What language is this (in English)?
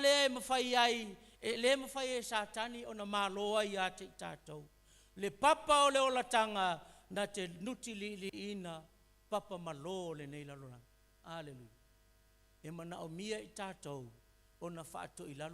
Samoan